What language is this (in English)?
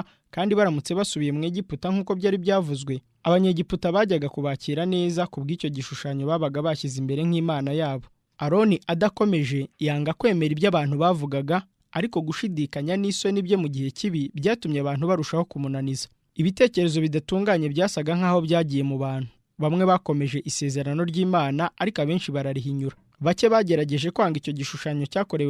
Kinyarwanda